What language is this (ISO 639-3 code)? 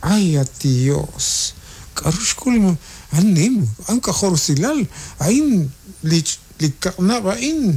kek